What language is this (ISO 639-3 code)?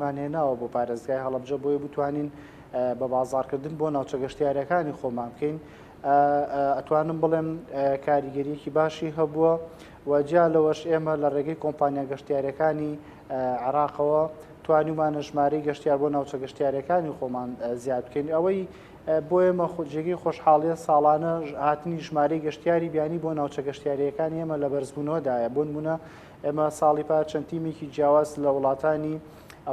ckb